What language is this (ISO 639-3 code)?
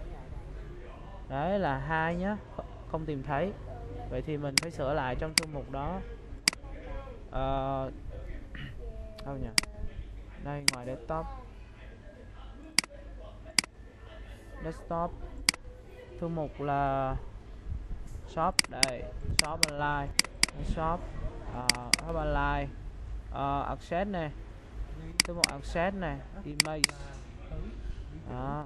vie